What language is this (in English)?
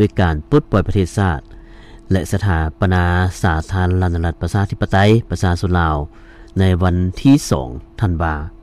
Lao